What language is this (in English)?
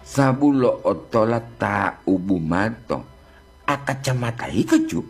Gorontalo